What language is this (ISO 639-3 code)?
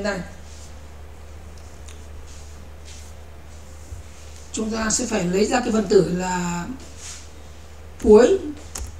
vie